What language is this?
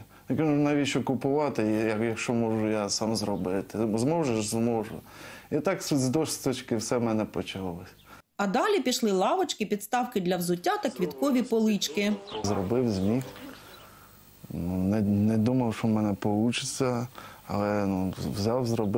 Ukrainian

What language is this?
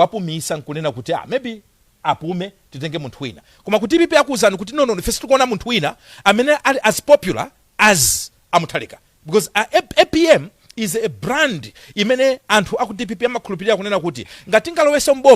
Nyanja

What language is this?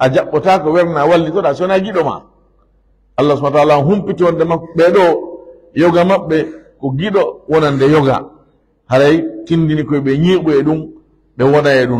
Fula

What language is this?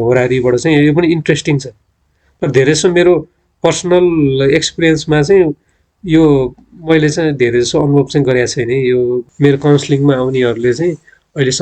Nepali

